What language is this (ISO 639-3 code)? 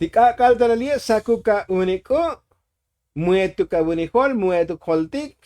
tzo